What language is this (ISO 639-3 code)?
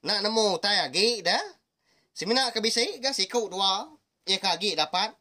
iba